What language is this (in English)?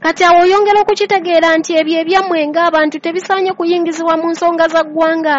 Ganda